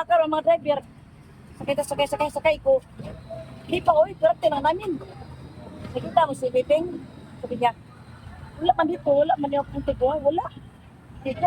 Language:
Cebuano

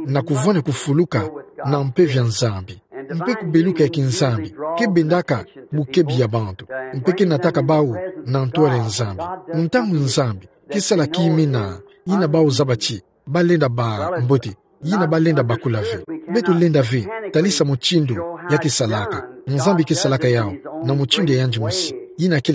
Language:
Kituba (Democratic Republic of Congo)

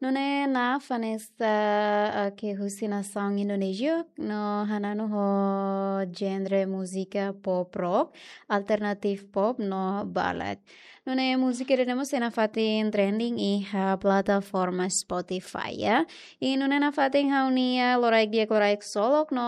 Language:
Tetum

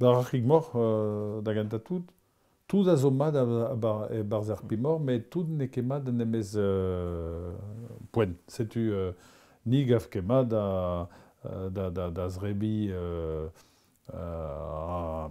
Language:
Breton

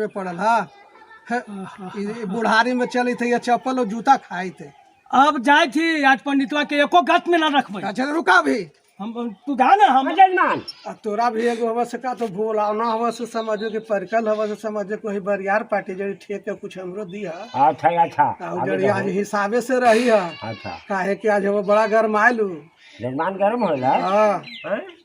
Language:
Magahi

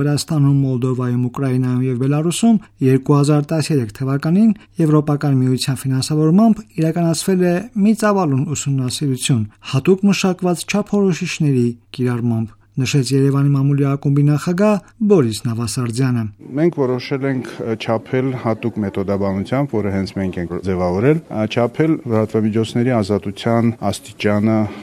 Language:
Armenian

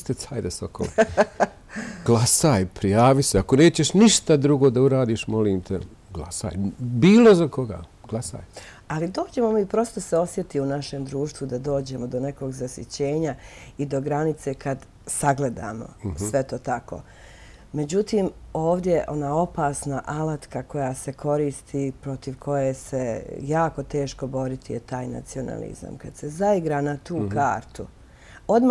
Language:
Bosnian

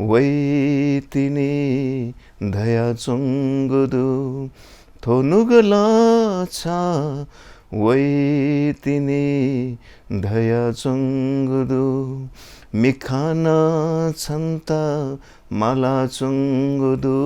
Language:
Newari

